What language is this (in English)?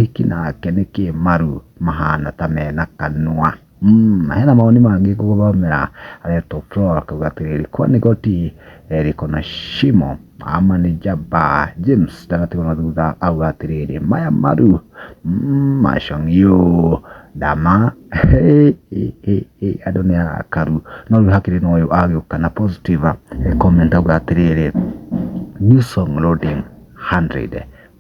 Kikuyu